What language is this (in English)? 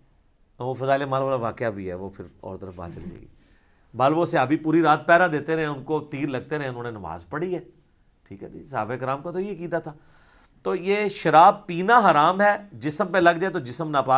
Urdu